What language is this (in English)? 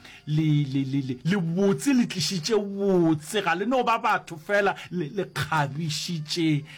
Northern Sotho